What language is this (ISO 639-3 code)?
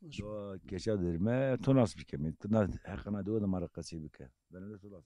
zza